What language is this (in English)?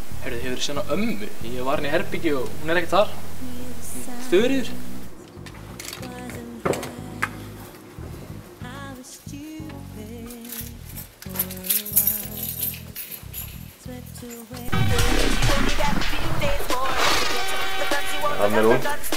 Icelandic